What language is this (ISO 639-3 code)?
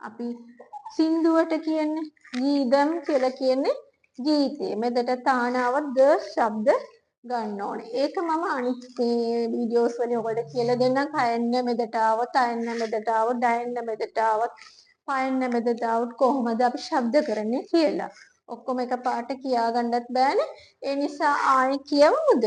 sin